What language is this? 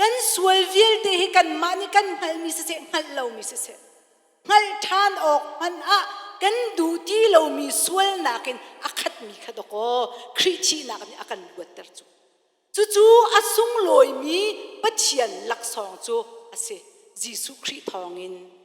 Hakha Chin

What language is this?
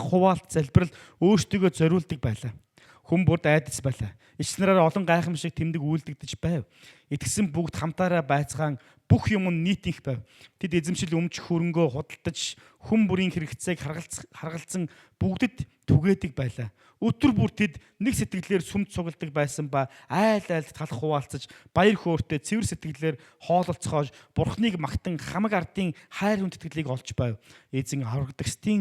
Mongolian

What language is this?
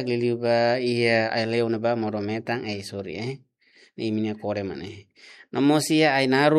Tetum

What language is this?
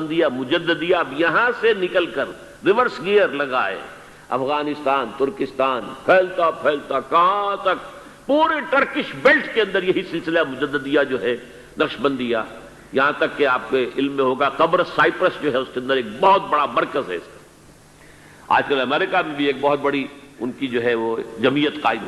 Urdu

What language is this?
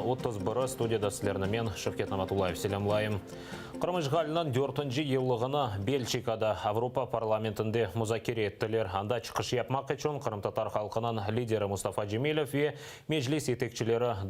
Crimean Tatar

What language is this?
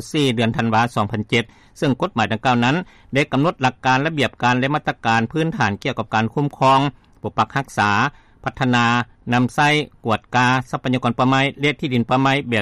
Lao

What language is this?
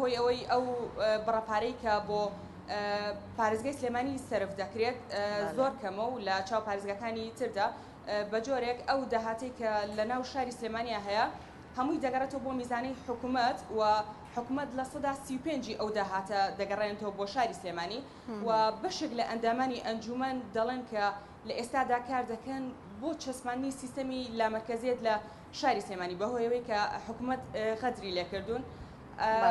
Central Kurdish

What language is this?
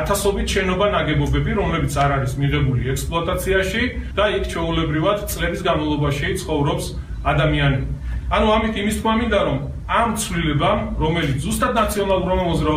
Georgian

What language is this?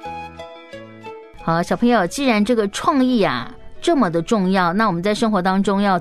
Chinese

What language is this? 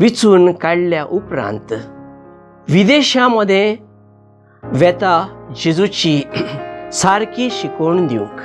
Konkani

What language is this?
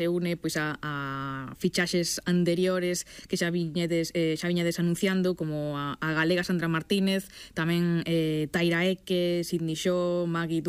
Galician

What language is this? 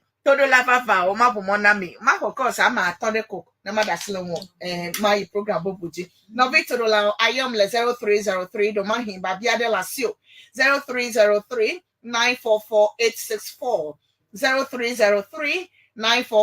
Ewe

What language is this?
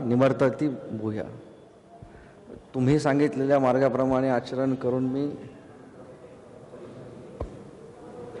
Marathi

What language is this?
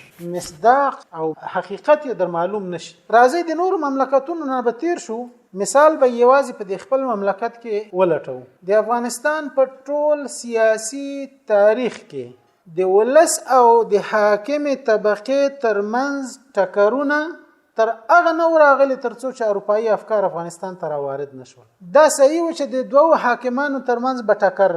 Pashto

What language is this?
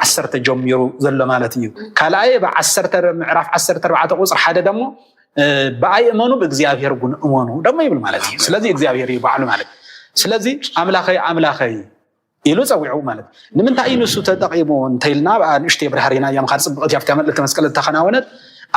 Tigrinya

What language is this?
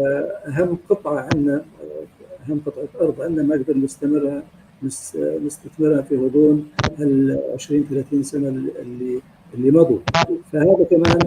North Levantine Arabic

